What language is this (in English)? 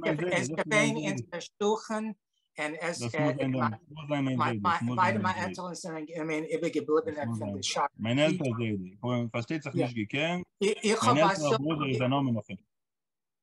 Yiddish